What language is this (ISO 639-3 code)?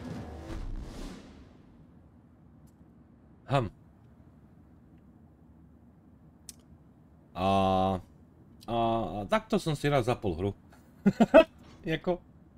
slk